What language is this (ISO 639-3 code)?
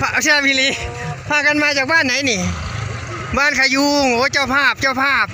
tts